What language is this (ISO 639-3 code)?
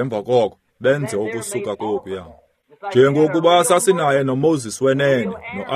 xho